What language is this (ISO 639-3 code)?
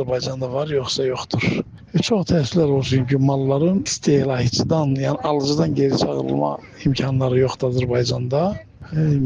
aze